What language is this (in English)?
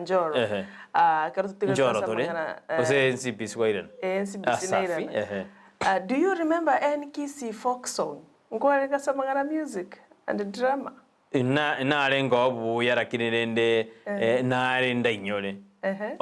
Gusii